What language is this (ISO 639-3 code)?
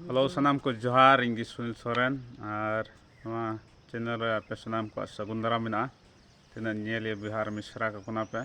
sat